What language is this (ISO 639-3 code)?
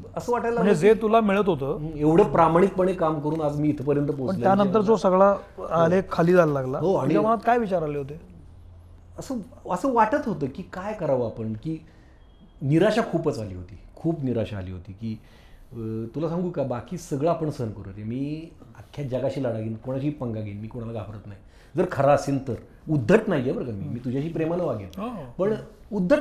mar